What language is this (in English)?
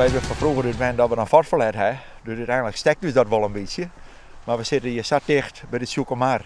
Western Frisian